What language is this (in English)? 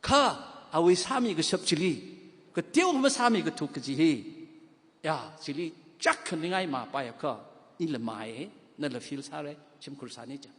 Tangkhul Naga (India)